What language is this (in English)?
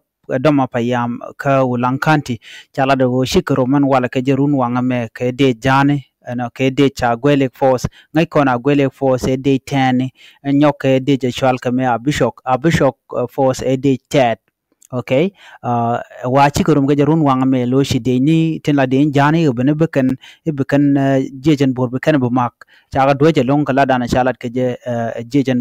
Nuer